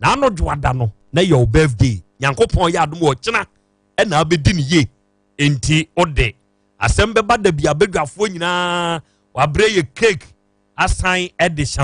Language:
Akan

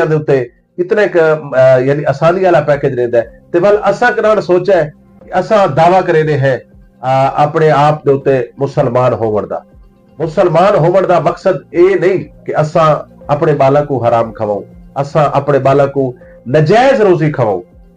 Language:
Western Panjabi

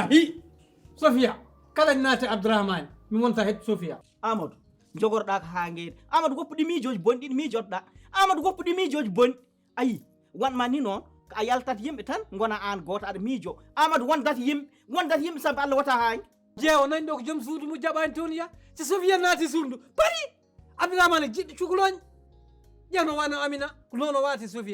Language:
Fula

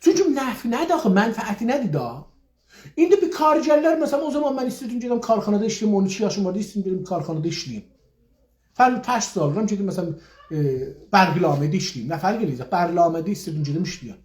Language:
South Azerbaijani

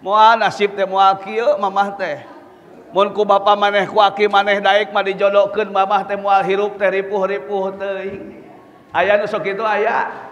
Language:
Sundanese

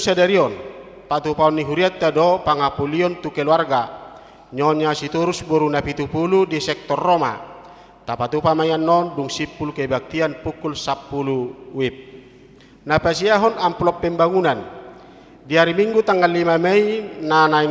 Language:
Batak Toba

